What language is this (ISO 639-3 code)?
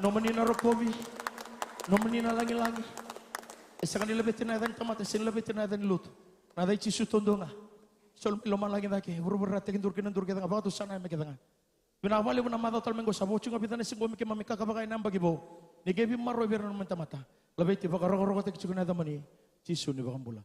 fij